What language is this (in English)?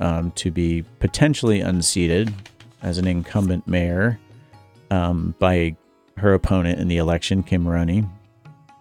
English